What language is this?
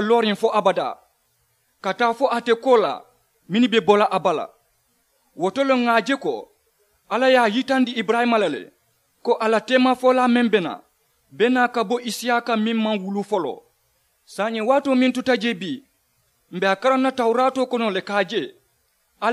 Mandingo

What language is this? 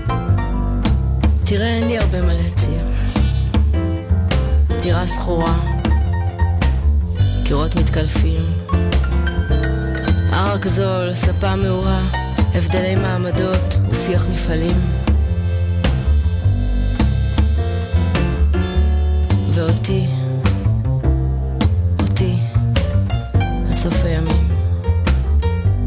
Hebrew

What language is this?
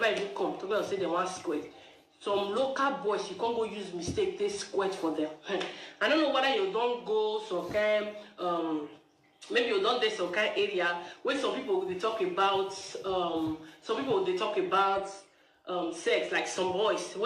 Nigerian Pidgin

